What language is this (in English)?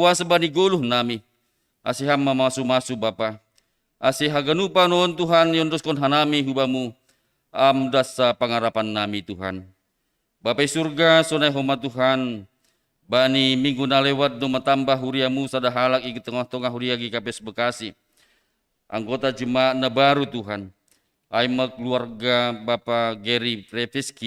Batak Simalungun